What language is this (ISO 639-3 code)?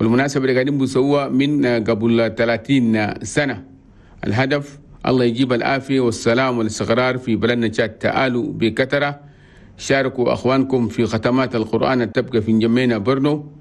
shu